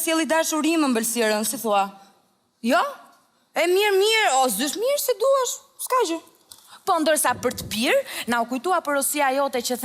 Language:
Albanian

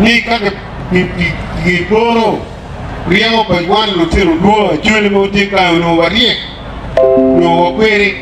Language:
Acoli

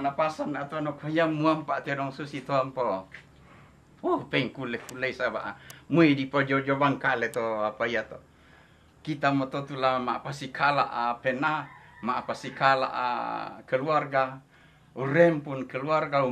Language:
Toraja-Sa'dan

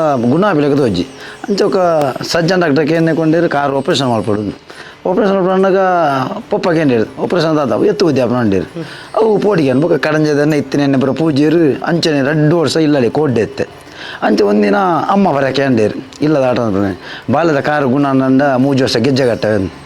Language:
Tulu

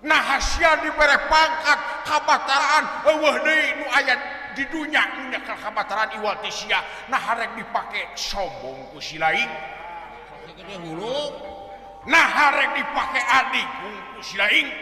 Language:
Sundanese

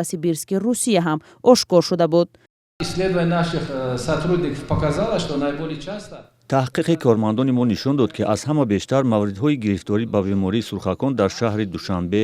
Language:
Tajik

